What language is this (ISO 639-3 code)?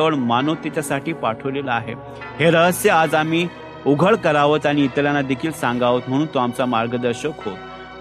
mar